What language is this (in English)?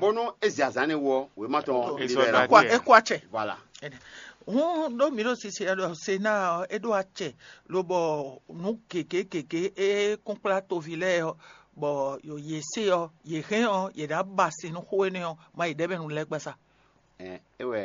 Fon